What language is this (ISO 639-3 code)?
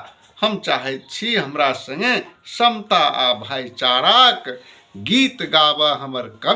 mai